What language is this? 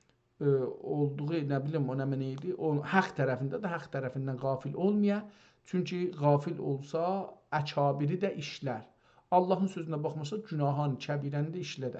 South Azerbaijani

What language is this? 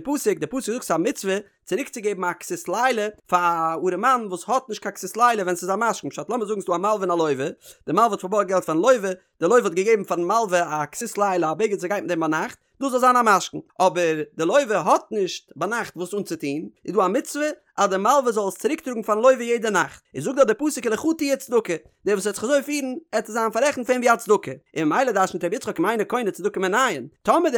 Yiddish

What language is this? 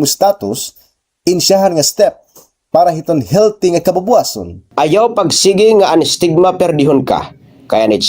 Waray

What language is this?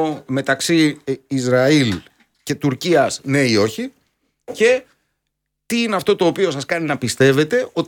Greek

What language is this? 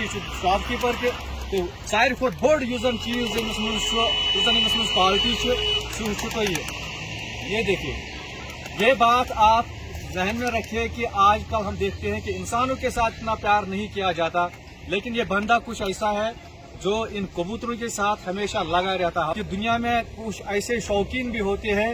Urdu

